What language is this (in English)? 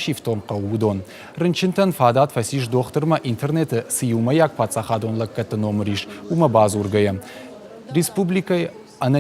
Ossetic